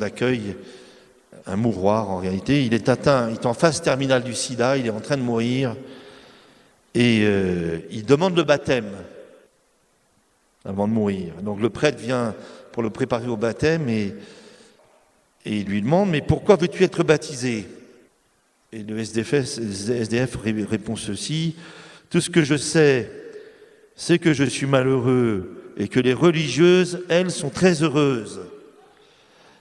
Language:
French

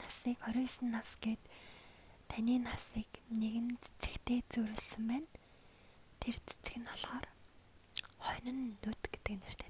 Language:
Mongolian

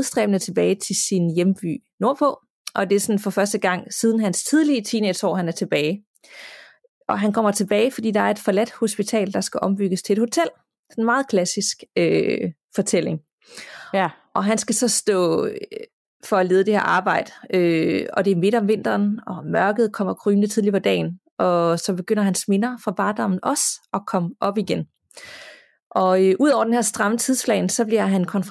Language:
Danish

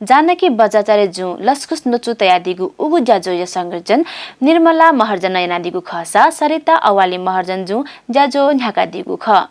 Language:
Newari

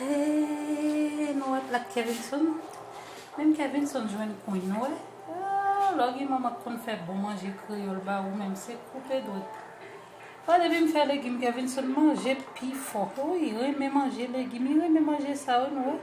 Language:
Haitian Creole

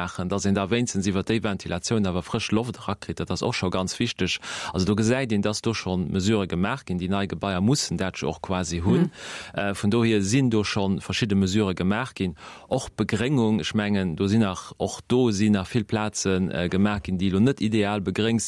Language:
Luxembourgish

